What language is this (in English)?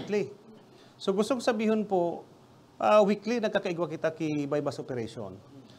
Bikol